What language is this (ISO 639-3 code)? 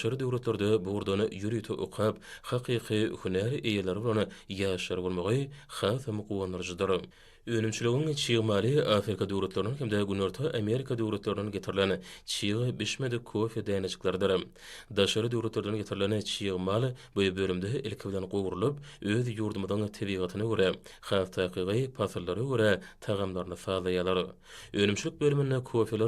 tuk